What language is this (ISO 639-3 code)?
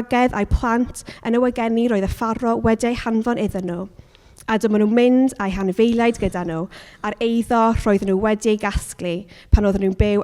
cym